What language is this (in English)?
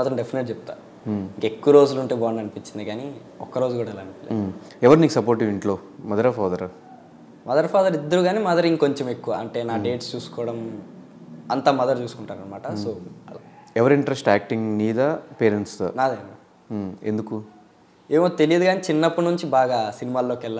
Telugu